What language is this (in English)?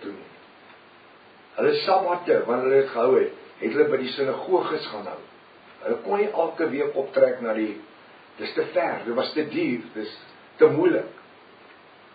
Afrikaans